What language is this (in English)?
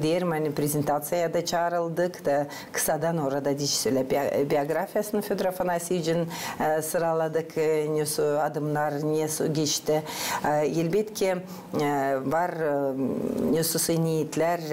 Gagauz